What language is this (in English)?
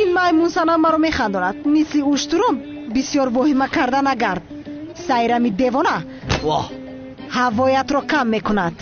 Tajik